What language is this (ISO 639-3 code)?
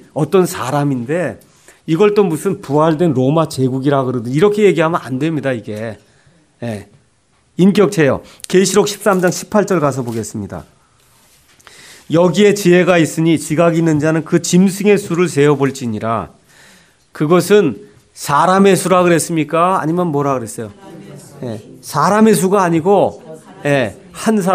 kor